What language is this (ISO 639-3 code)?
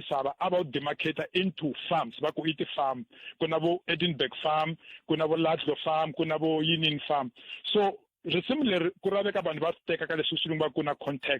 tso